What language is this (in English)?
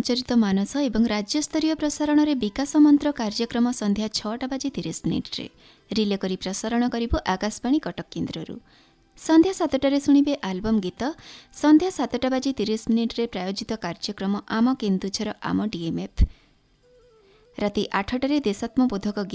Odia